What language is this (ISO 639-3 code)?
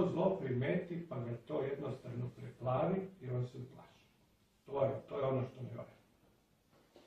srp